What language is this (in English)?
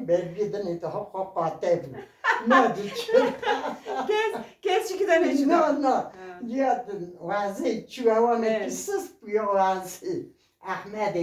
Kurdish